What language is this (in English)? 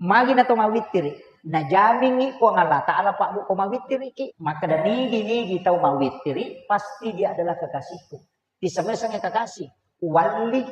Buginese